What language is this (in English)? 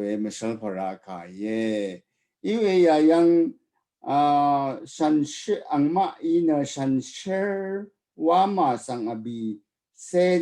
Rawang